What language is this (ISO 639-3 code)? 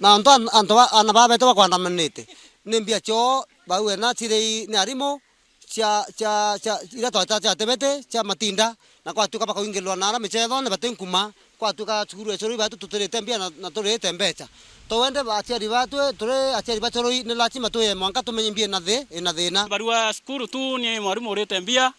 mer